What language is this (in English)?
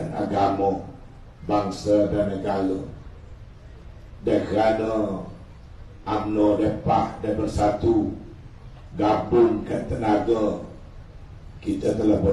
Malay